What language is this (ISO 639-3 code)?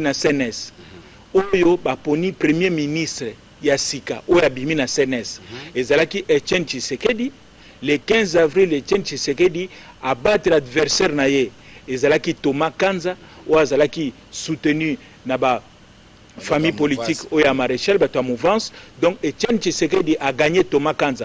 lin